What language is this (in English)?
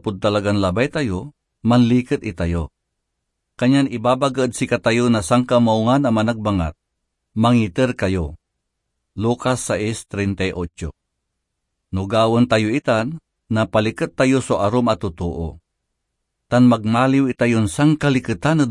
Pangasinan